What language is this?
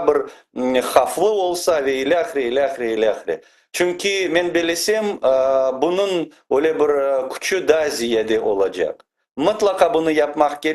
Crimean Tatar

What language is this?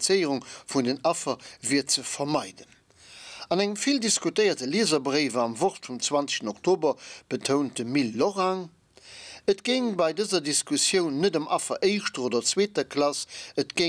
Luxembourgish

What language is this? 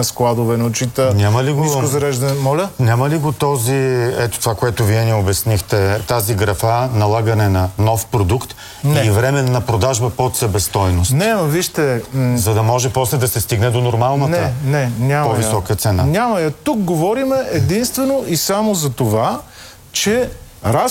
Bulgarian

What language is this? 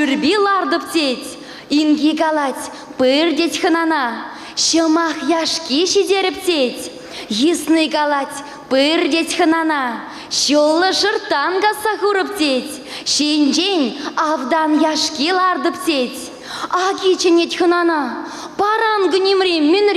Chuvash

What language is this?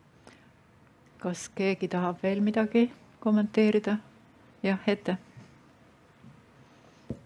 Estonian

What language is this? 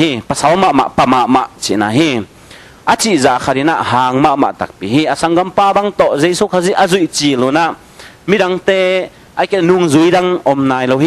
Tedim Chin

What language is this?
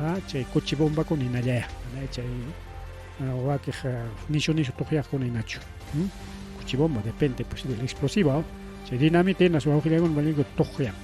Ayacucho Quechua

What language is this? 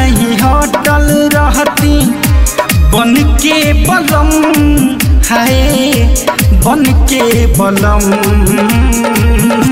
Bhojpuri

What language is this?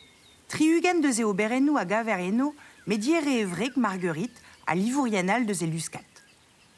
Breton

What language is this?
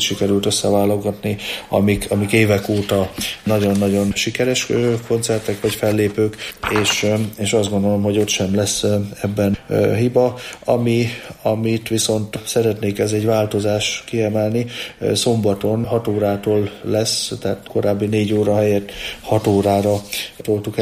Hungarian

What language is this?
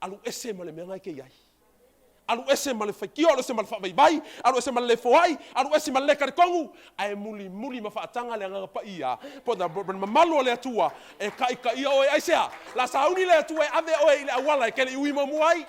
Samoan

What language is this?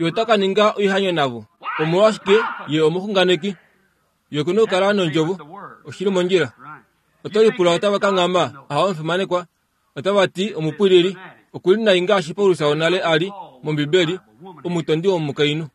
Kuanyama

